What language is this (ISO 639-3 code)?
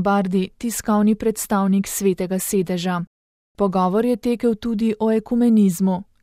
slv